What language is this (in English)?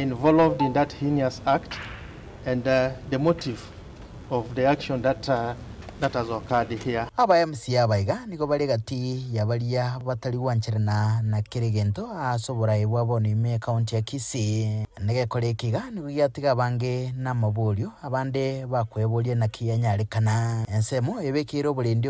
Gusii